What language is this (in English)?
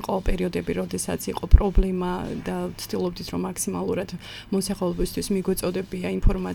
Georgian